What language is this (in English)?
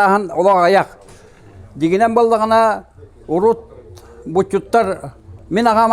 Yakut